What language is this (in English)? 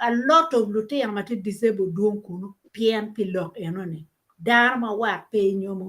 Acoli